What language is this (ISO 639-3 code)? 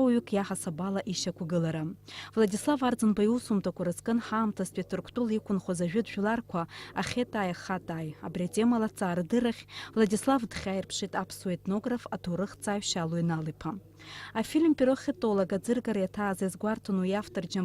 abk